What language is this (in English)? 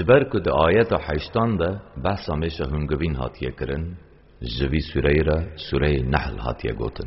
Kurdish